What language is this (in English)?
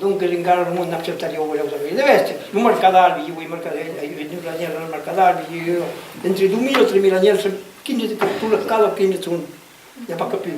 Occitan